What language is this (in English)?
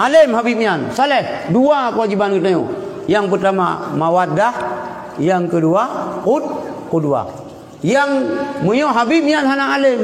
Achinese